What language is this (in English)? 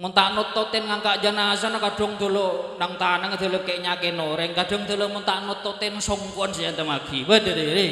Madurese